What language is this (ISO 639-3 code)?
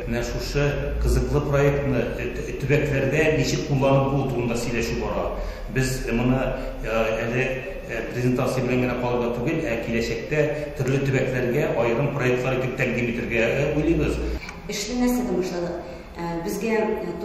tat